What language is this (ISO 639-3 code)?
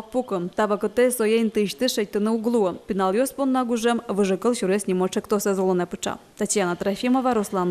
udm